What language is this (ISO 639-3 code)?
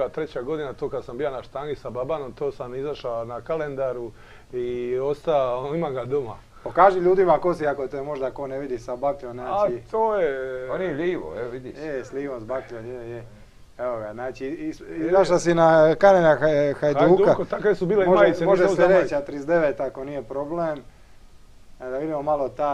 hrv